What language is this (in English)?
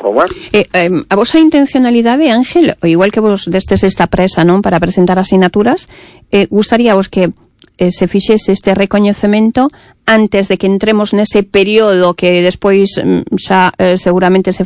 Galician